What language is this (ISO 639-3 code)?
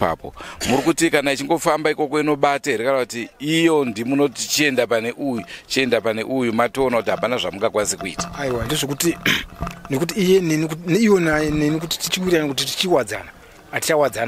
sna